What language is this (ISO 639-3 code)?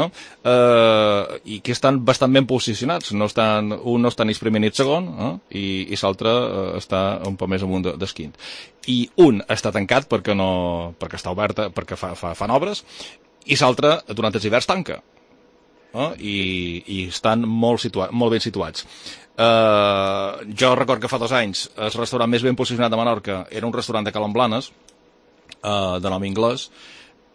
cat